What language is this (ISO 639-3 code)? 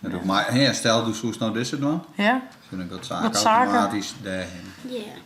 fry